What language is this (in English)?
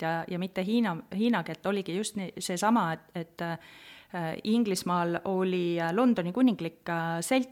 Estonian